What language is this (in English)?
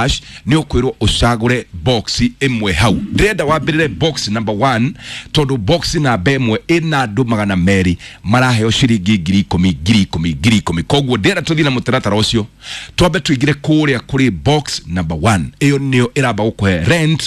Kikuyu